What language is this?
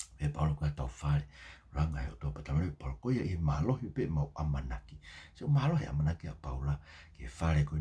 Tongan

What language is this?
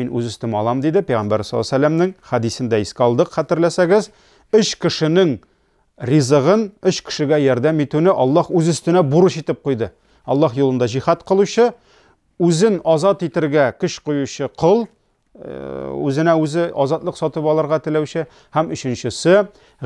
Tatar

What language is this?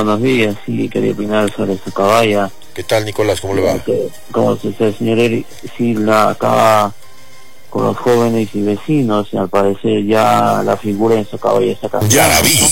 Spanish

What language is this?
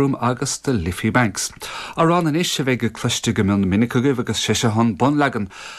Irish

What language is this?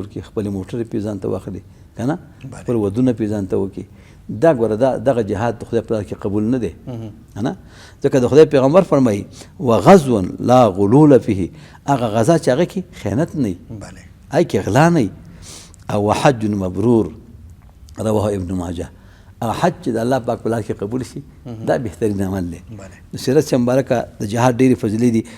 Pashto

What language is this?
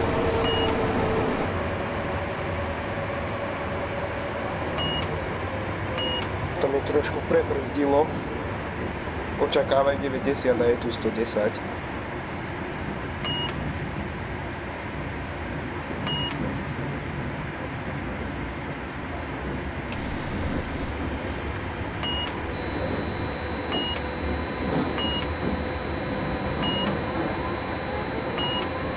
Slovak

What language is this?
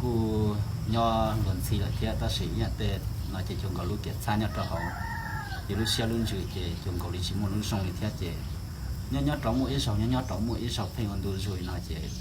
Hmong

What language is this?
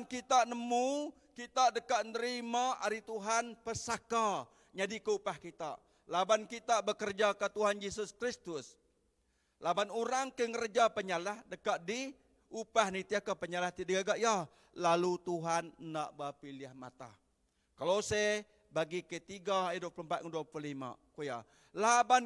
Iban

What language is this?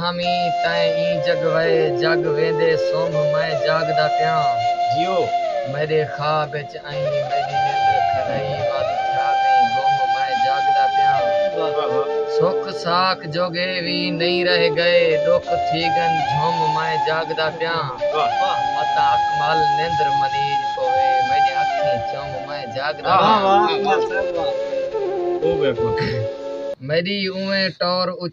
Saraiki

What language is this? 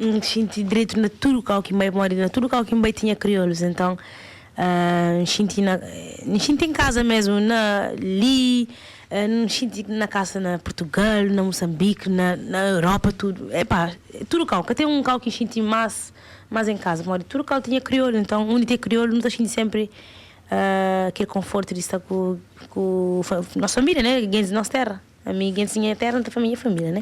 Kabuverdianu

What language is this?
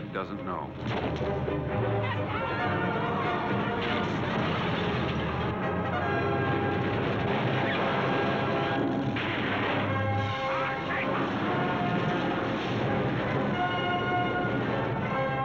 English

